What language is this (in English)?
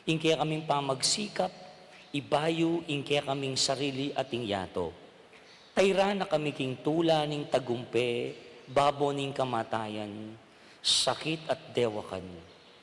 Pampanga